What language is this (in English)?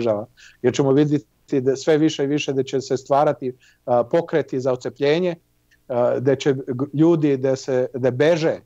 Serbian